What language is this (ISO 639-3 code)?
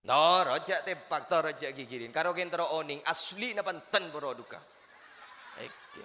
mad